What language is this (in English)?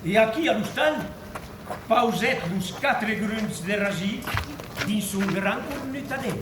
Occitan